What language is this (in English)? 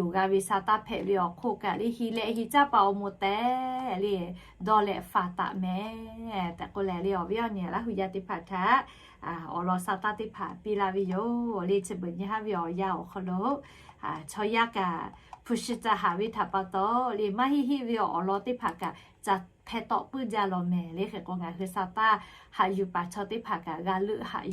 Lahu